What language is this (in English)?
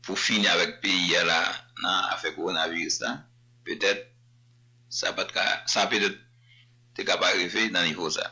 Haitian Creole